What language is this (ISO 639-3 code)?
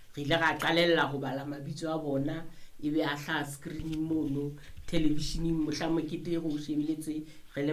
sot